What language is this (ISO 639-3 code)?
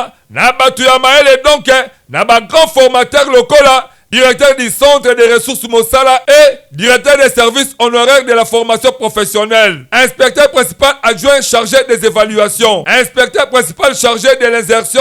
lin